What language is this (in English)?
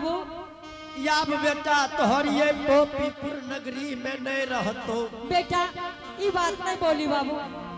Angika